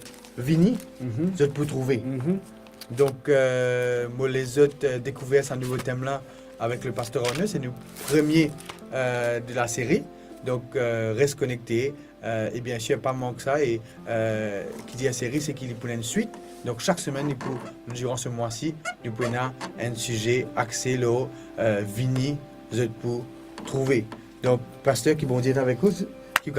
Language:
Morisyen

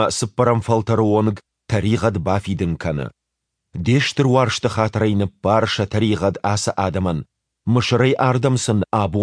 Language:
Ossetic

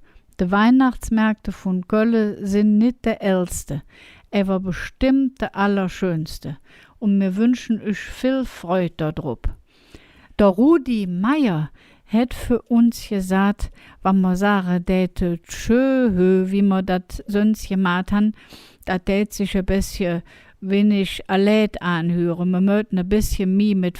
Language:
Colognian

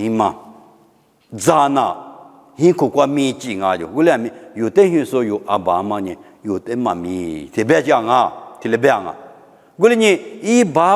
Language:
Lisu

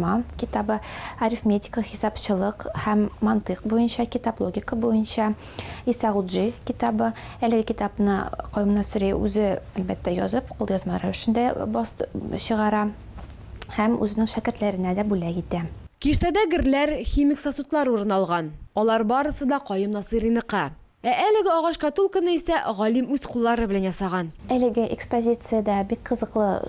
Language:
Tatar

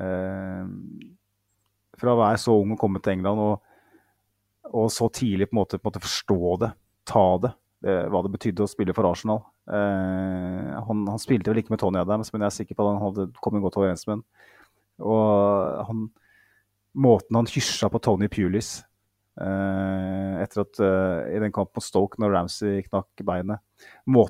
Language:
Norwegian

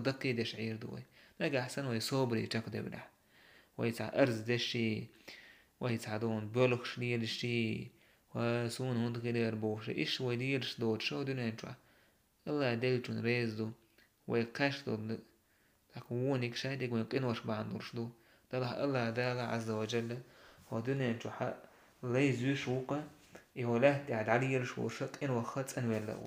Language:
Chechen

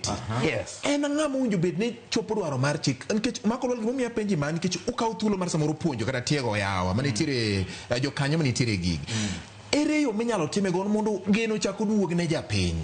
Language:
Luo (Kenya and Tanzania)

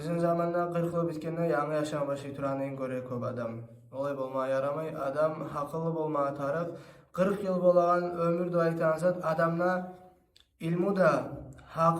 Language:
Kumyk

